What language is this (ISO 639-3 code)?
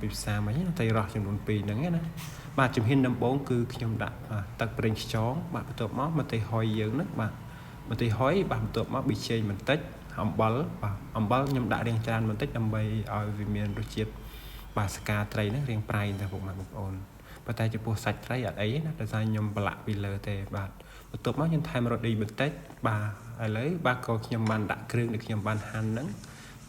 khm